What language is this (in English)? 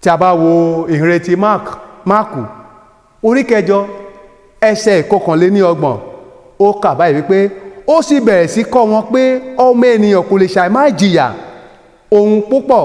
Yoruba